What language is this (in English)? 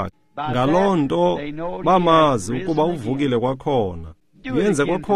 Xhosa